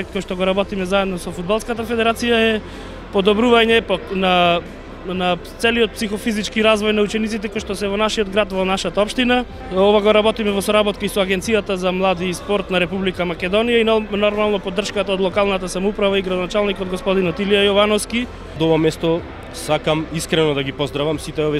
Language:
Macedonian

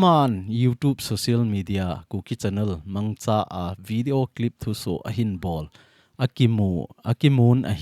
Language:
Thado Chin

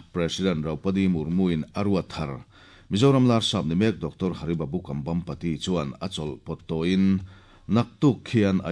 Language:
Mizo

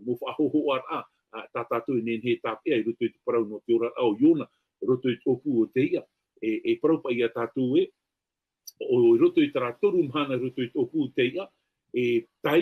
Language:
Tahitian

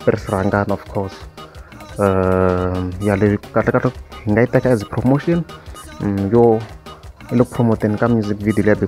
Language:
Tsonga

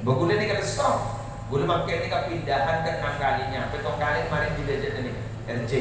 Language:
Madurese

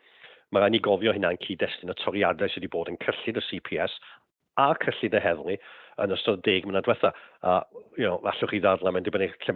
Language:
Welsh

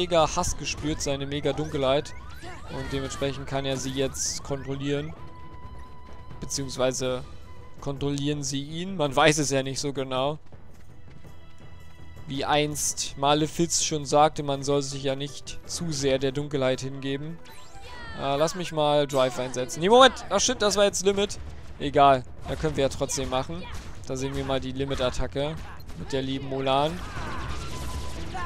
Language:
German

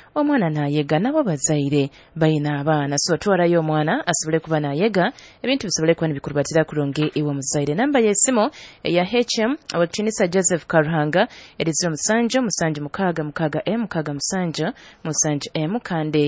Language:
Nyoro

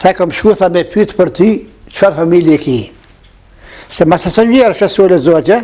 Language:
Albanian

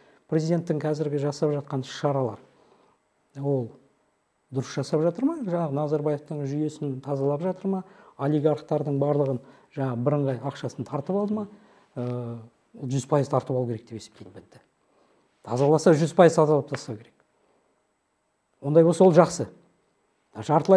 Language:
Kazakh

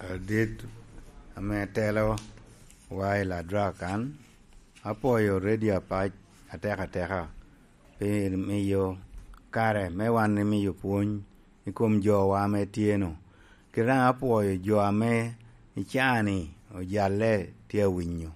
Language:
Lango (Uganda)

